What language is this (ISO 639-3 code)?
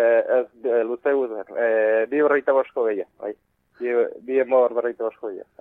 eus